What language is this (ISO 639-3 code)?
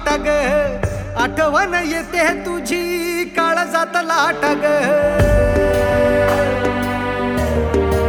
mar